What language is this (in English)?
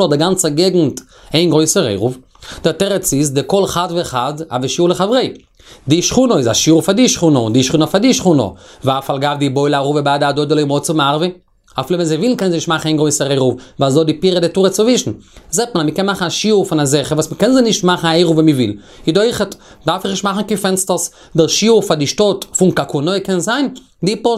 Yiddish